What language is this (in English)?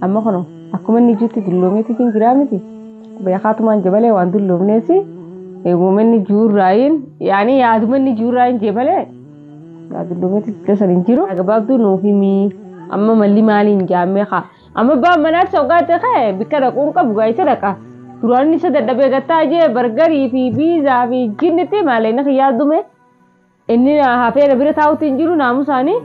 Oromo